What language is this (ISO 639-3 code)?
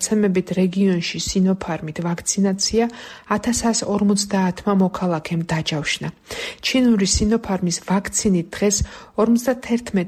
kat